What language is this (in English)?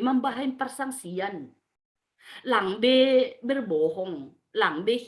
Batak Simalungun